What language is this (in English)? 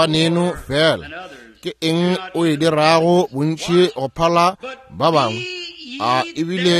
Northern Sotho